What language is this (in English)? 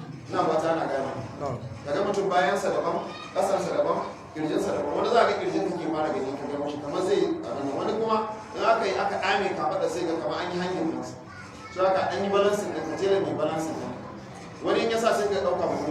Hausa